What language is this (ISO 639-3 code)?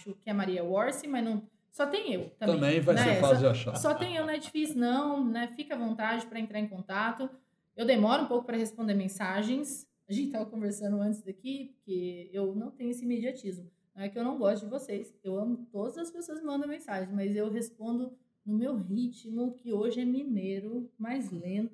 por